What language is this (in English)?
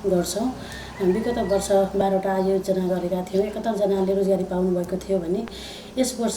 Nepali